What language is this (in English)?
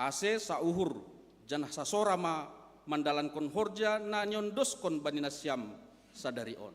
Batak Simalungun